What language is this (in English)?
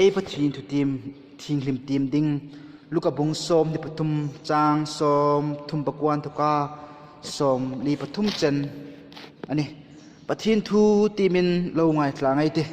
Hmar